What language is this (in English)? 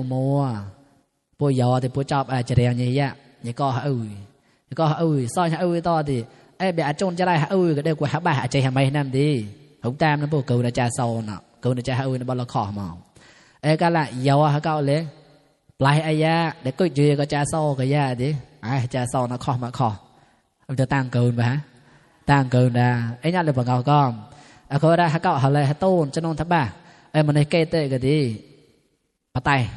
Mon